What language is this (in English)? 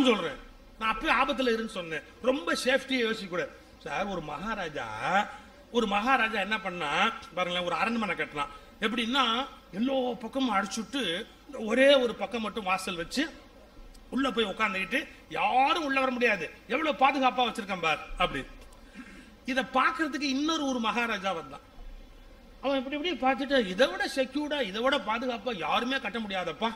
Tamil